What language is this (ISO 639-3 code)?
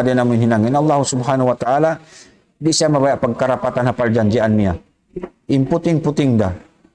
tsg